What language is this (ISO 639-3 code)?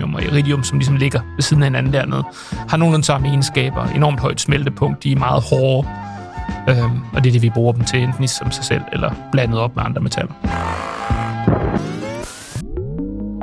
dan